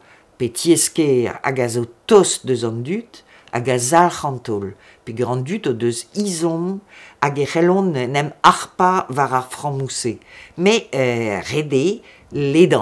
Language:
Breton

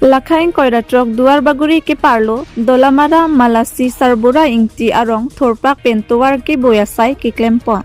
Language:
Karbi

